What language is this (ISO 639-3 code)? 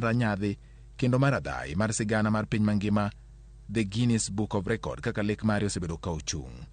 luo